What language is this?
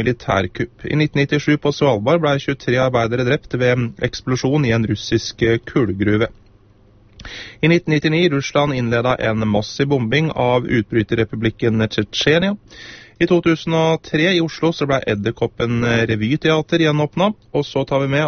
Norwegian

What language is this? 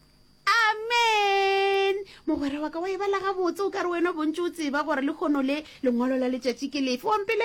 Northern Sotho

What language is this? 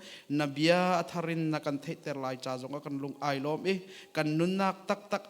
Hakha Chin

